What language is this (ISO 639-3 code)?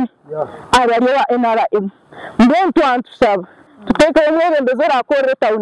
nyn